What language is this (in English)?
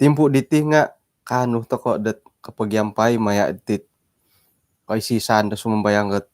Central Dusun